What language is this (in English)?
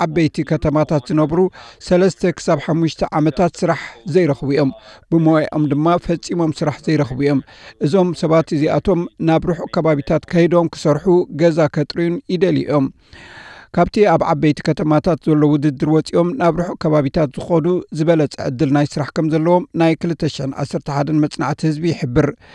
Tigrinya